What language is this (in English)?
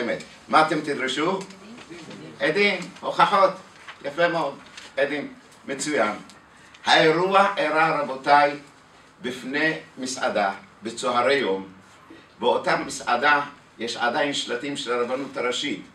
Hebrew